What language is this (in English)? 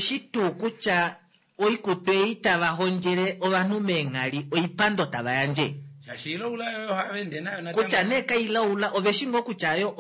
Kuanyama